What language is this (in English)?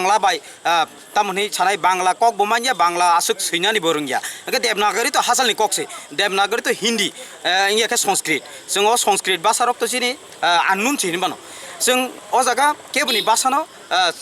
Kok Borok